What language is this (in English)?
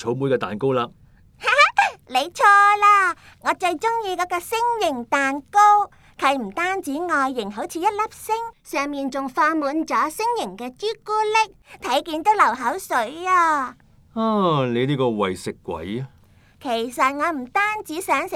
Cantonese